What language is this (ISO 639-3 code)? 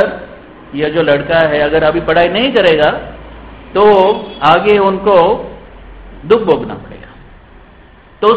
hin